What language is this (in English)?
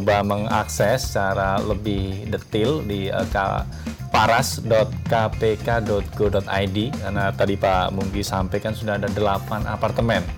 Indonesian